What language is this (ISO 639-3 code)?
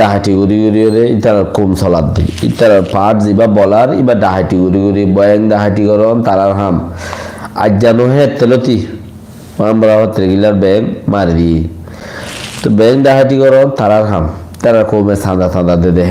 rhg